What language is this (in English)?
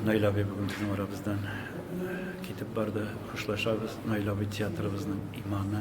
Tatar